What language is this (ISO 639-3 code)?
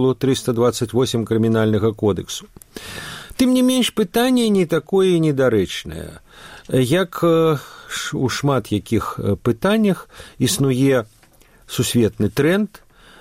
bel